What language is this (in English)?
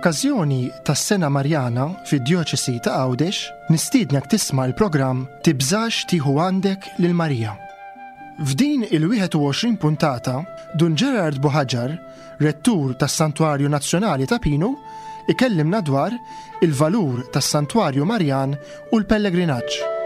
Maltese